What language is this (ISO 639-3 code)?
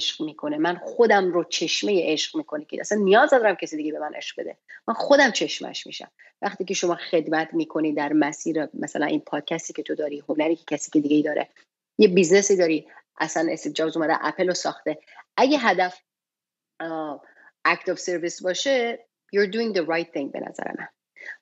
fas